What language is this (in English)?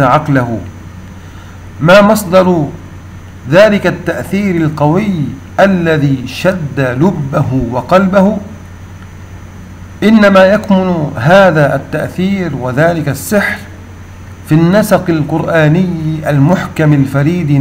Arabic